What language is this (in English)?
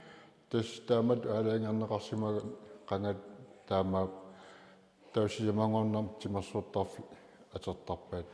Kalaallisut